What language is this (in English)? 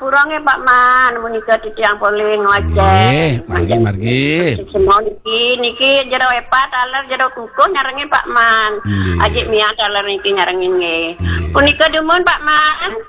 Balinese